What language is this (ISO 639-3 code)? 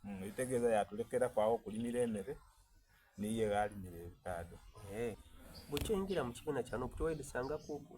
xog